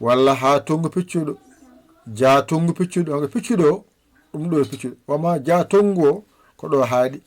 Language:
Fula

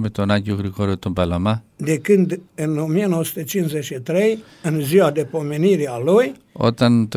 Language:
Greek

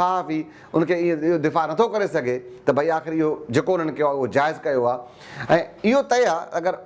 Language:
Sindhi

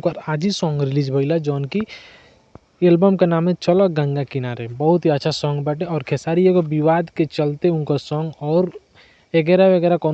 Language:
Bhojpuri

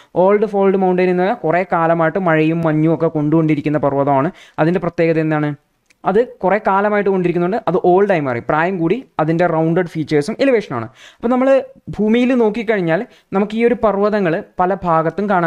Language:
Malayalam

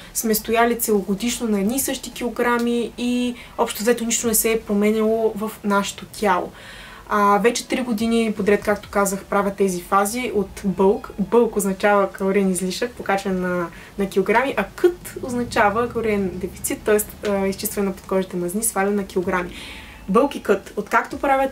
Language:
Bulgarian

